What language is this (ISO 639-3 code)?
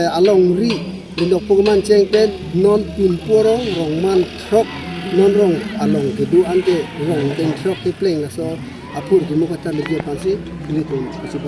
mjw